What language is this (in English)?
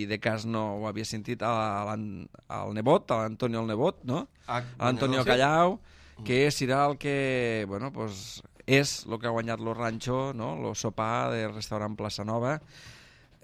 Catalan